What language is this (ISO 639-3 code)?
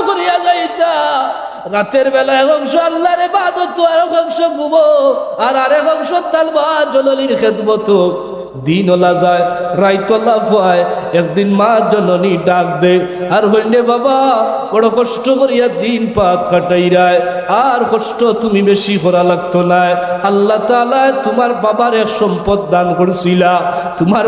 syl